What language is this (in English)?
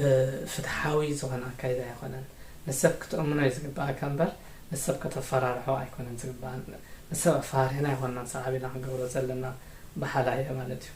Tigrinya